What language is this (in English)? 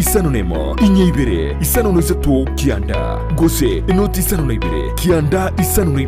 Gusii